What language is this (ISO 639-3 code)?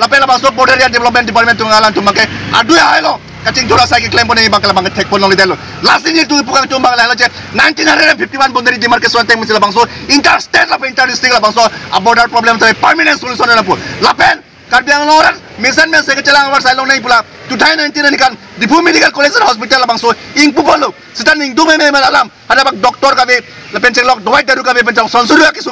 mjw